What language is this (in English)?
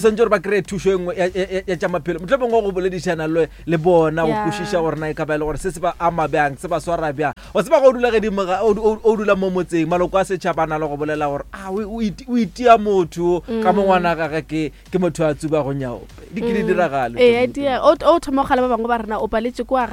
Northern Sotho